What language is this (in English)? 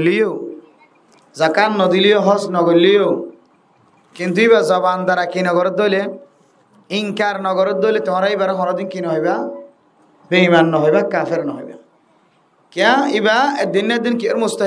Rohingya